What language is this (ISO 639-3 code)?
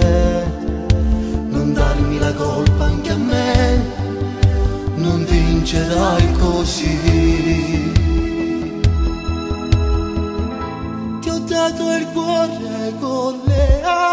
ita